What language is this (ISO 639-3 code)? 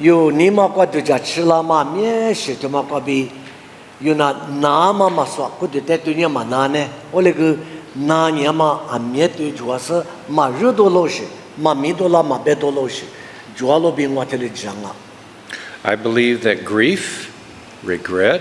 lis